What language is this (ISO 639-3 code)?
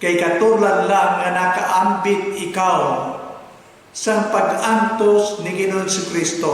hil